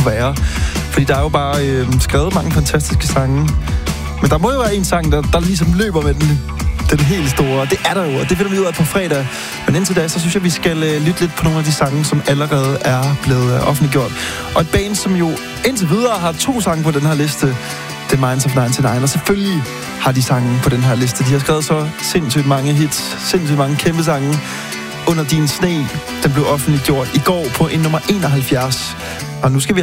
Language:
Danish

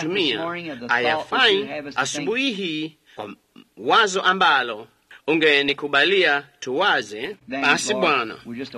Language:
Swahili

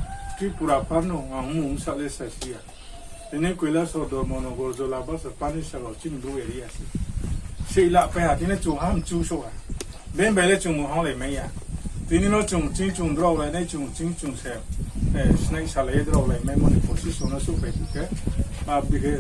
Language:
Riang (India)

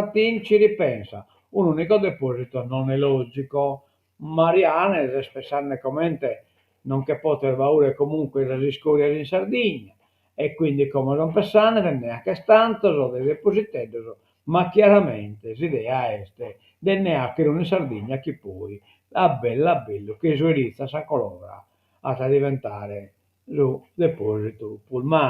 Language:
Sardinian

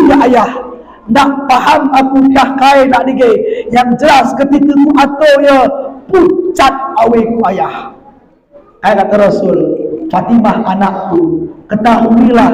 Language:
Batak Alas-Kluet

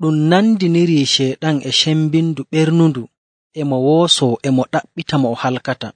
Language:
Nigerian Fulfulde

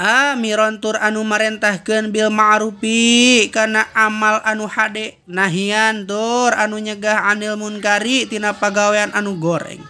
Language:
Sundanese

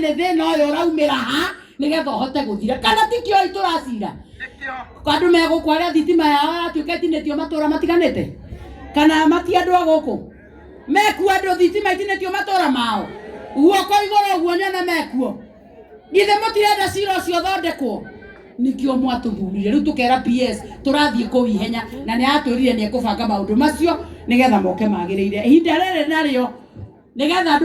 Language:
Kikuyu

